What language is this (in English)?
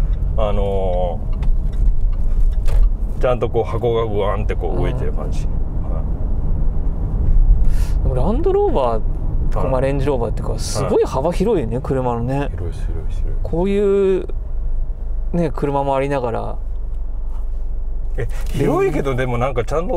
Japanese